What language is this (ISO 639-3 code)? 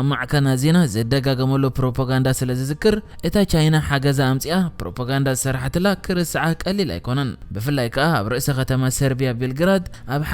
tir